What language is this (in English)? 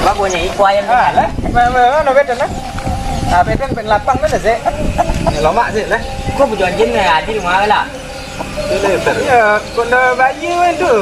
Minangkabau